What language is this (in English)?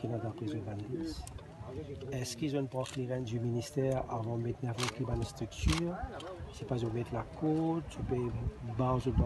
Morisyen